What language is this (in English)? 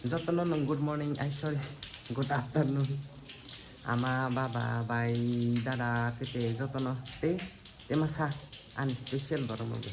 Kok Borok